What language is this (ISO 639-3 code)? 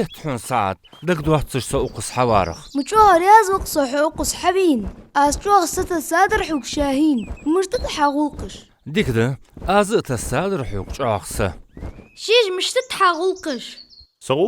inh